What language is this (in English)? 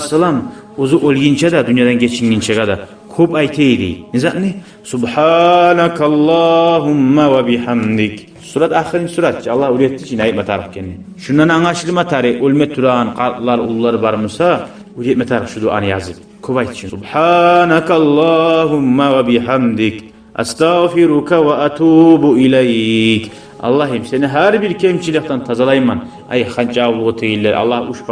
Kumyk